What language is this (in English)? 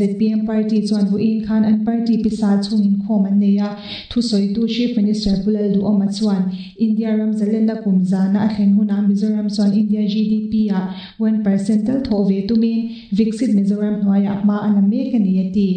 Mizo